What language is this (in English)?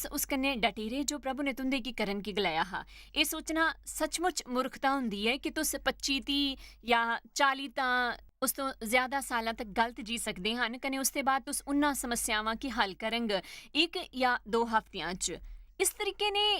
Dogri